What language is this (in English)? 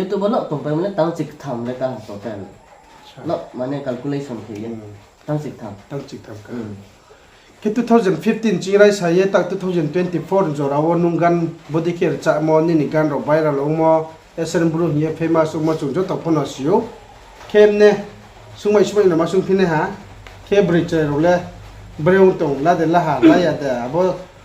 Riang (India)